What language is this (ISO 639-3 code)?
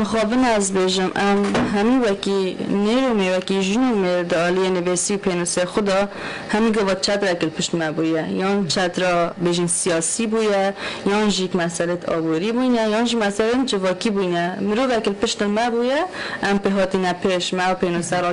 kur